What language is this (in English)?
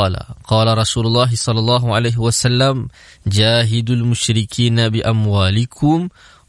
Malay